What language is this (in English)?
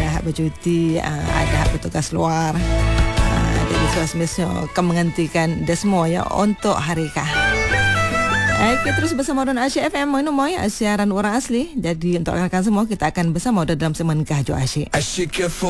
Malay